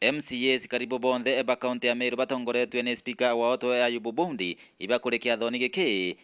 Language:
Meru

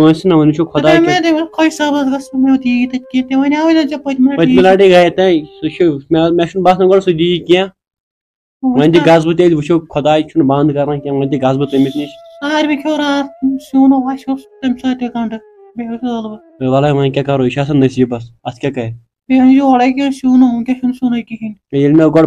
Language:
Kashmiri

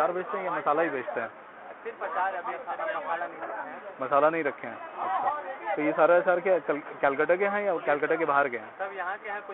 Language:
Hindi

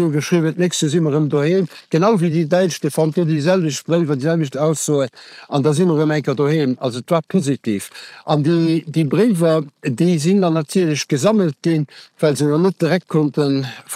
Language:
Luxembourgish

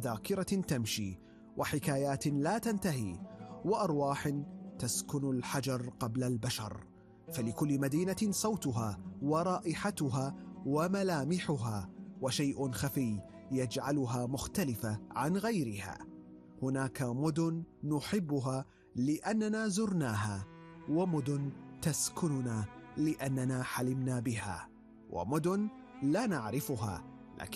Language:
Arabic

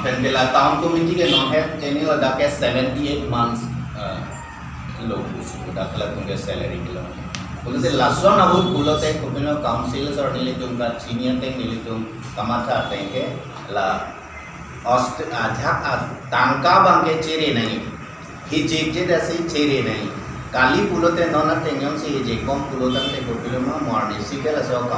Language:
Karbi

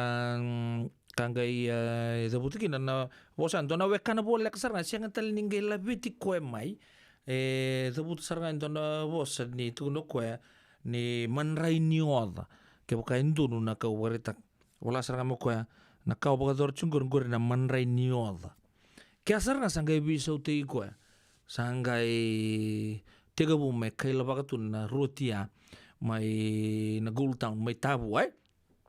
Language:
Fijian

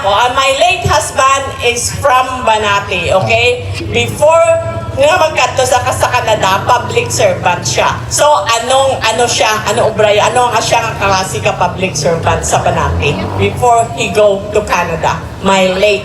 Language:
Hiligaynon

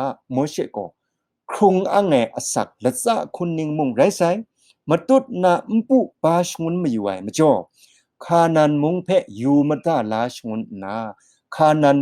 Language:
Kachin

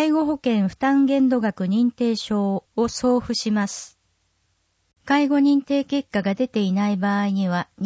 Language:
Japanese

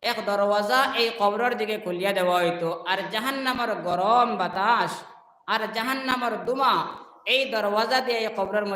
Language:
Sylheti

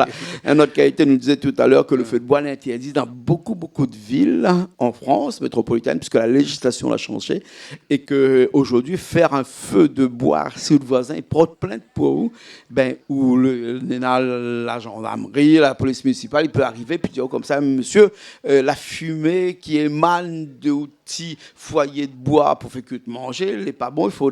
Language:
Réunion Creole French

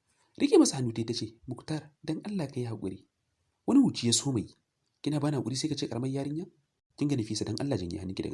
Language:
Hausa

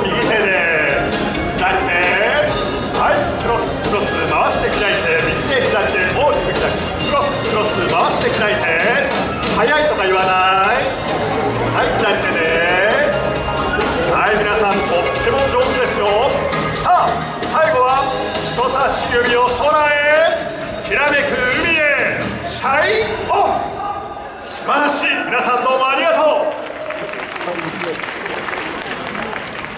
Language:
Japanese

